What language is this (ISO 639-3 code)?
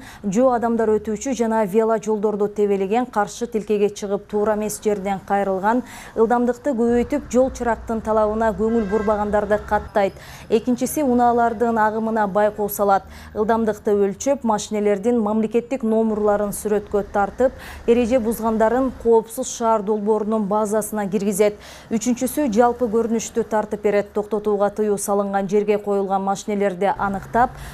kir